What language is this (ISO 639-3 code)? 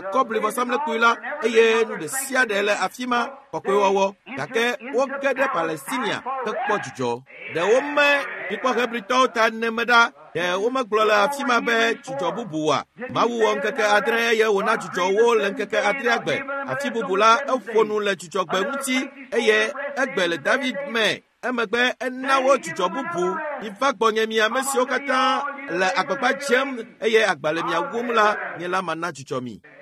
ewe